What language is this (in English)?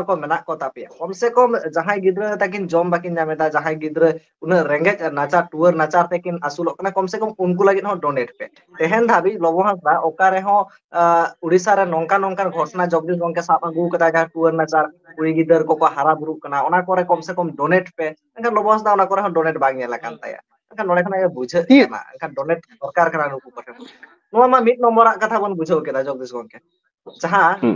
Santali